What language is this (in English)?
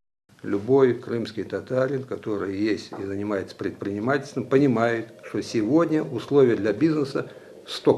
Crimean Tatar